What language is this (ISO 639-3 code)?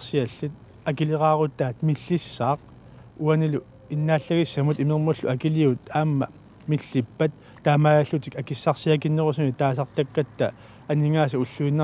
kal